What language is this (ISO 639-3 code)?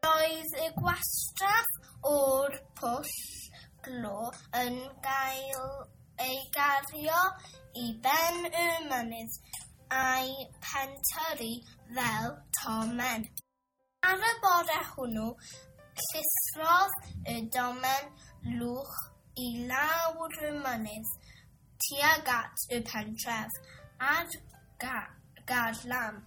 cym